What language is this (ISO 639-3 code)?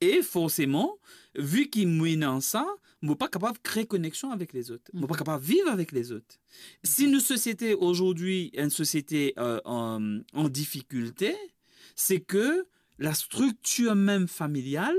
mfe